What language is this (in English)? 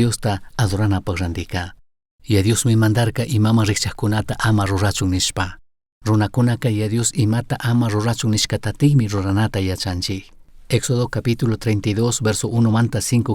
Chimborazo Highland Quichua